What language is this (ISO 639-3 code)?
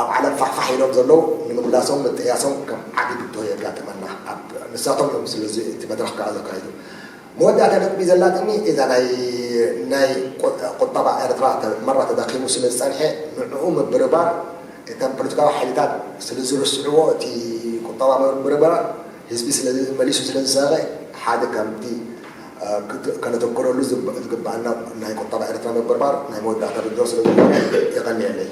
tir